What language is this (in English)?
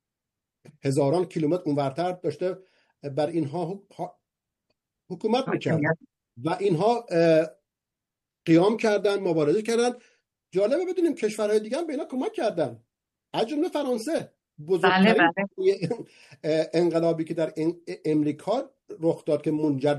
Persian